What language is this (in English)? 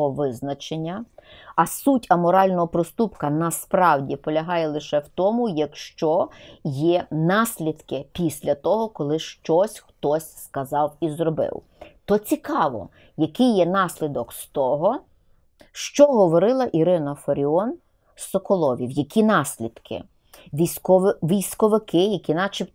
Ukrainian